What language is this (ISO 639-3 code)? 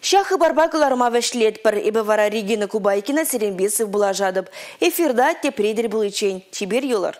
chv